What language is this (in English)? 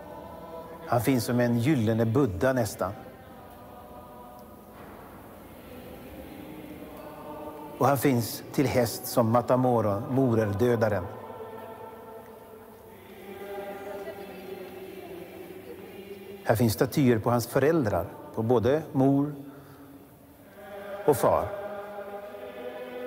Swedish